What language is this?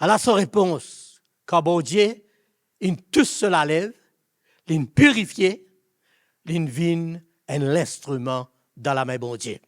Morisyen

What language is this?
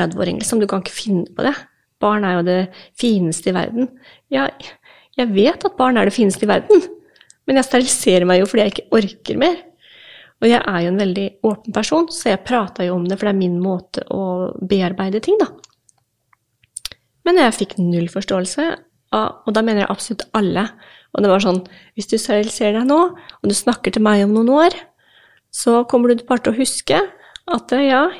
Norwegian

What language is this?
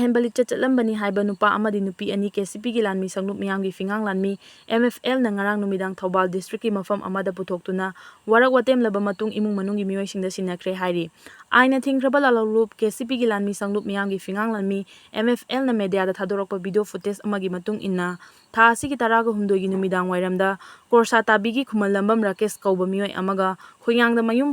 Manipuri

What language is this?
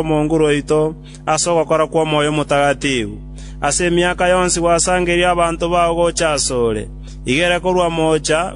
Gusii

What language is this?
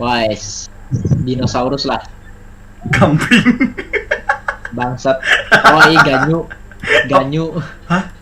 Banjar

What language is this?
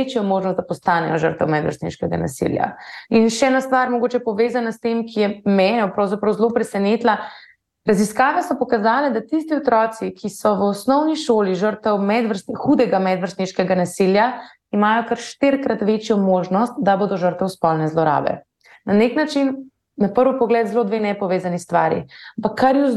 Slovenian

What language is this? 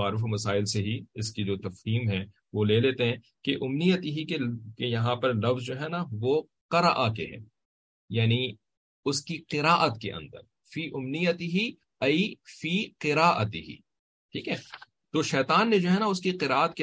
Urdu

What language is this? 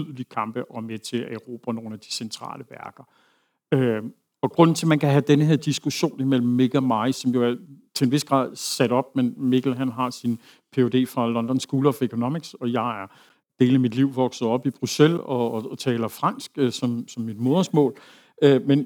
Danish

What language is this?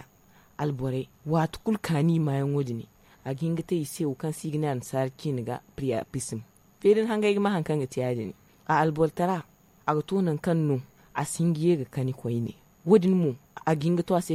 Zarma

